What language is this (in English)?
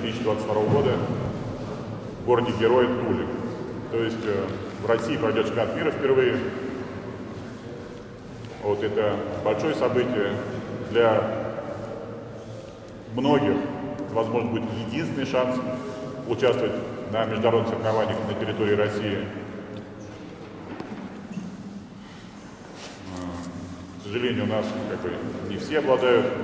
Russian